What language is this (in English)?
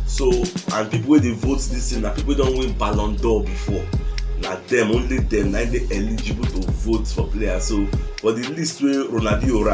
Nigerian Pidgin